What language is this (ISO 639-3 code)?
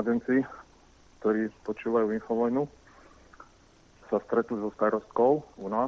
slk